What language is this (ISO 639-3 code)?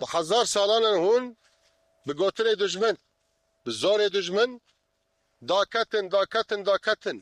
kur